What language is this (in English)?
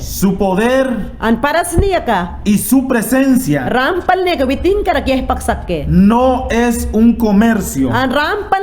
Mayangna